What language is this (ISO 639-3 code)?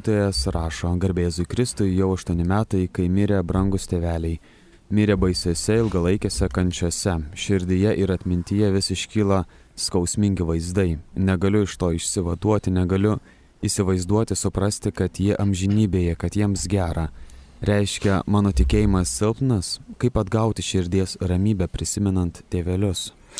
lit